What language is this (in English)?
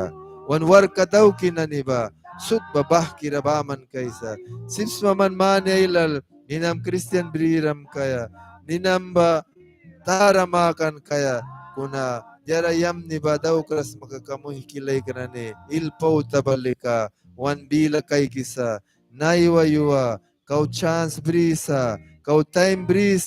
Mískito